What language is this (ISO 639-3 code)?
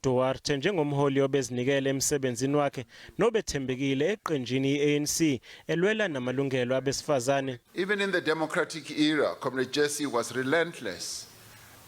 zul